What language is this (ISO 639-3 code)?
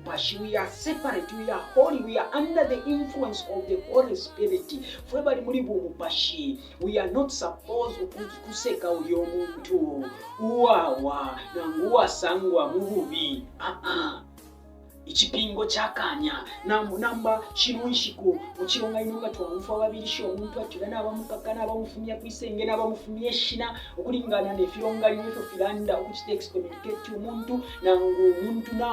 bem